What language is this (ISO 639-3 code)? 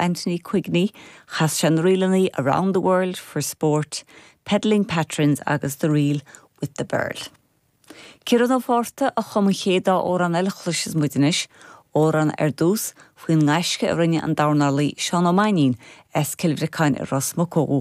gle